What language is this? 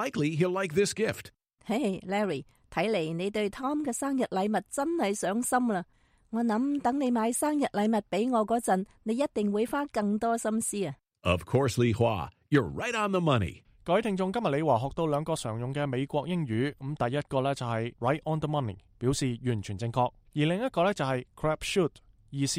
Cantonese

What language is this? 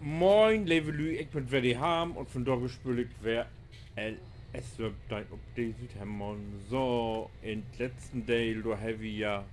Low German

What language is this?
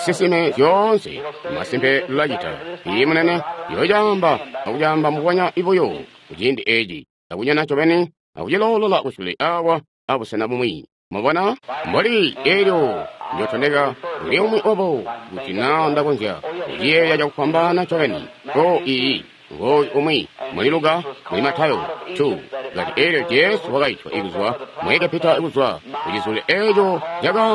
Tonga (Zambia)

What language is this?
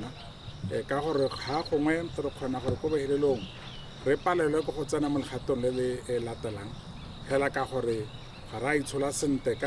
Tswana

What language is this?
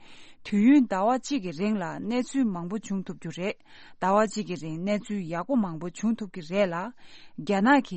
Tibetan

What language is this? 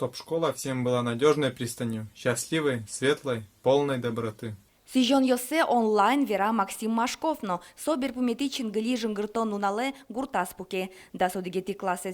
Udmurt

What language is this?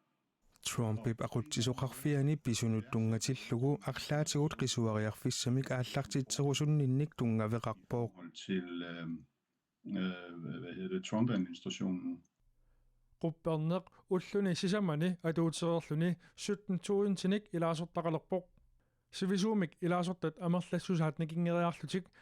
Kalaallisut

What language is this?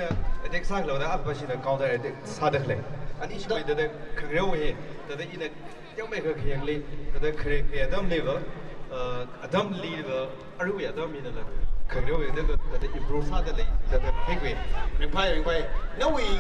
Tangkhul Naga (India)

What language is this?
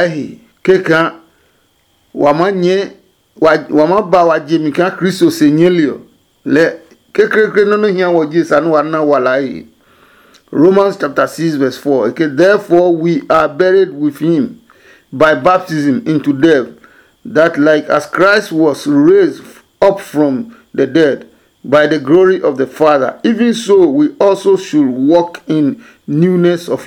Adangme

